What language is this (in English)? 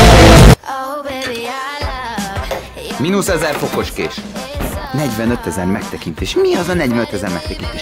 Hungarian